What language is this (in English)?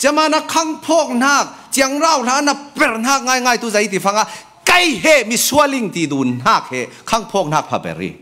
Falam Chin